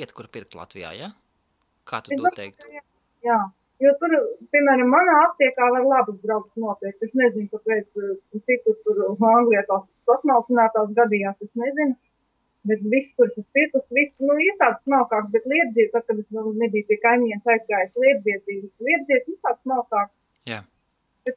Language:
Latvian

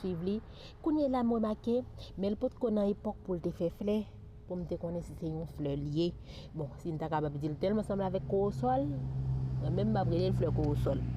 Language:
Haitian Creole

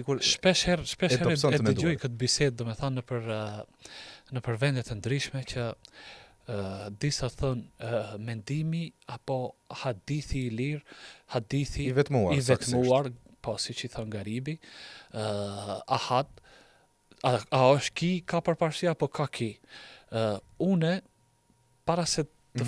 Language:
Albanian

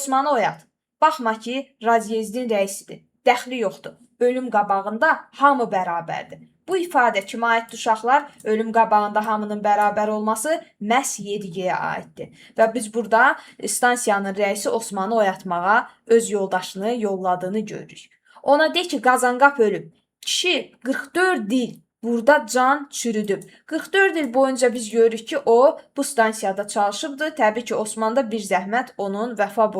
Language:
Azerbaijani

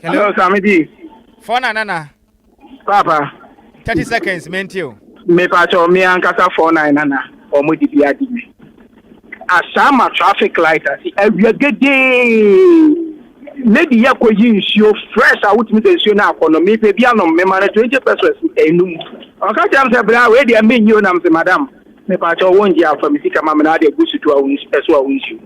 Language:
Akan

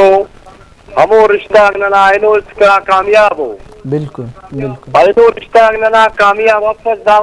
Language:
Brahui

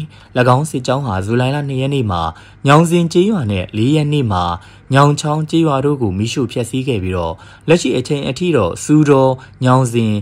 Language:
Burmese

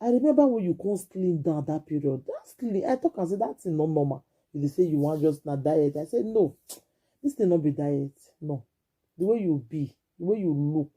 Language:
Nigerian Pidgin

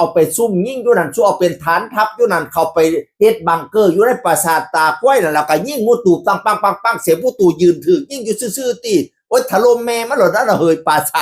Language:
Northeastern Thai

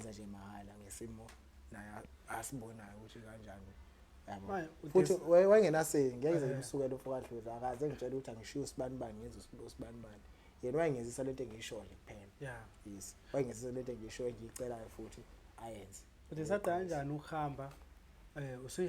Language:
Zulu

